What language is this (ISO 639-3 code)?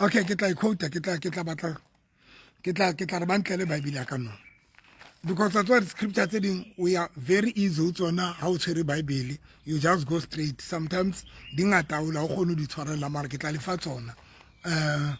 sot